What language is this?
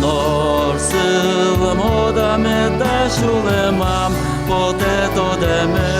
Udmurt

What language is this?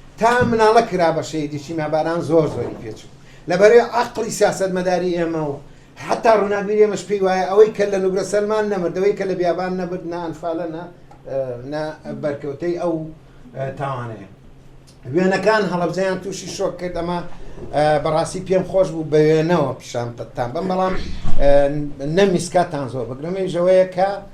Central Kurdish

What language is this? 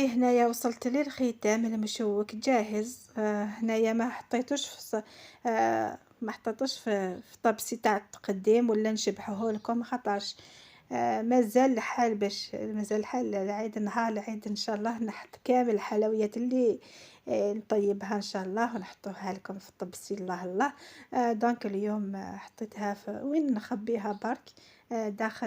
Algerian Arabic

